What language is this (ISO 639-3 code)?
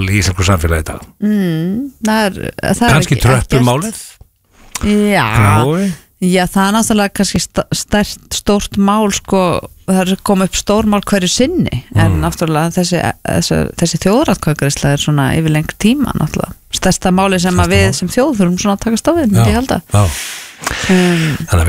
isl